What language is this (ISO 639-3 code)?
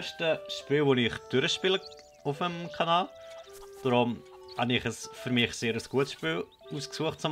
gsw